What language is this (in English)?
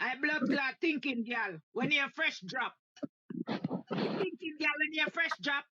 Jamaican Creole English